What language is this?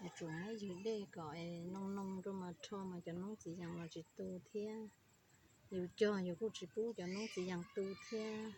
Hmong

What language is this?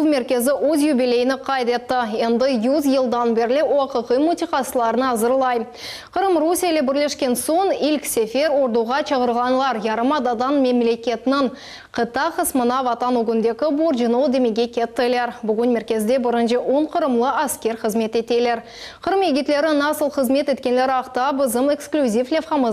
Crimean Tatar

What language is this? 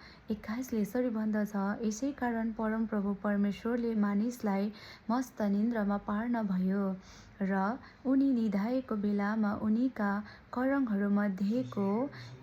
Nepali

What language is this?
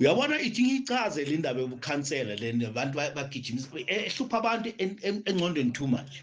Zulu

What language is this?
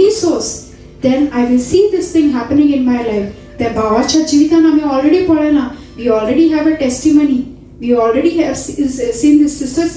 Konkani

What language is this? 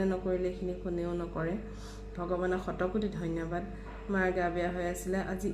Assamese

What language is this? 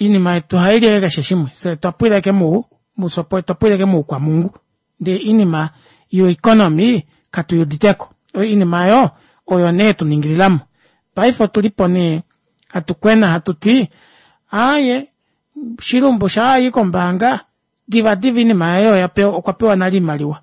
Kuanyama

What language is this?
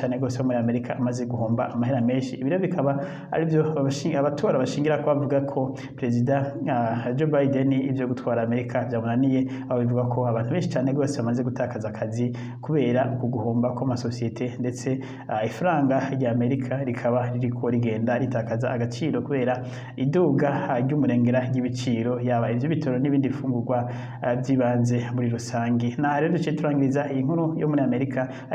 Rundi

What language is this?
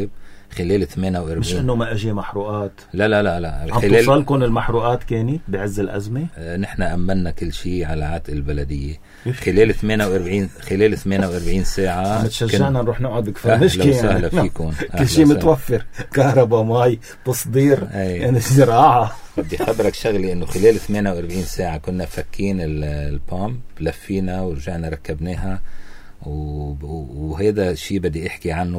North Levantine Arabic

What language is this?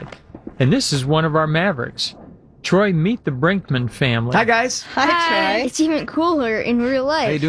English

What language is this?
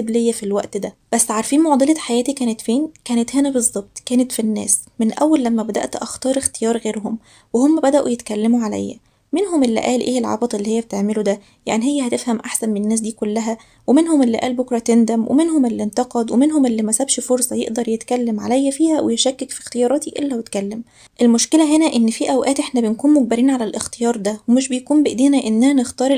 Egyptian Arabic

